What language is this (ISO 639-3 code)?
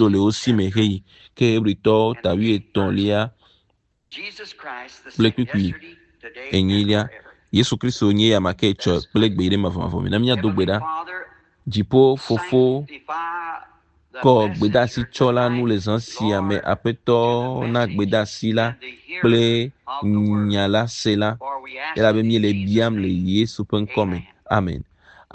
ewe